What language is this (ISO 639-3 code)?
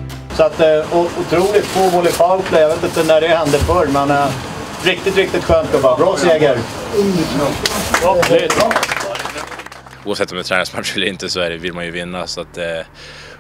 swe